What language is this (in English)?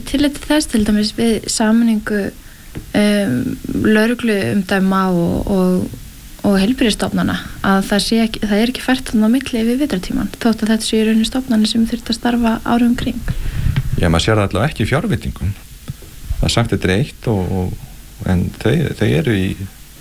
Icelandic